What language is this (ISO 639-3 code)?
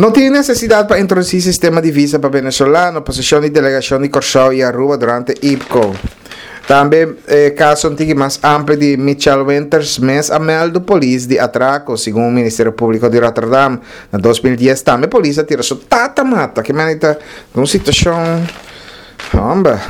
pap